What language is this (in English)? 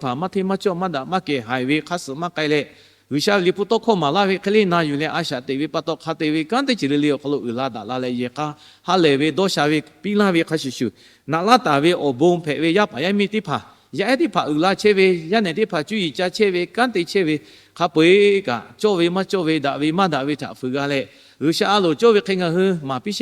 Lahu